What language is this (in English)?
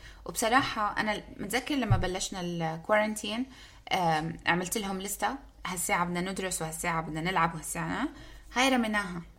North Levantine Arabic